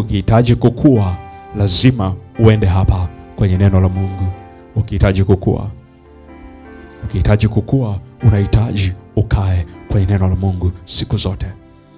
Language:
Swahili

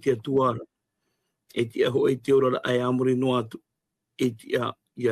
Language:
Tahitian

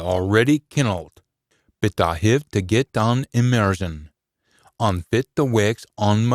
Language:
Scots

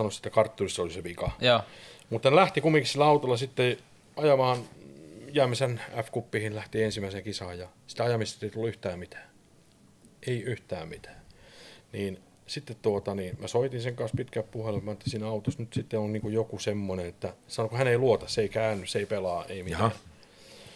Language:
Finnish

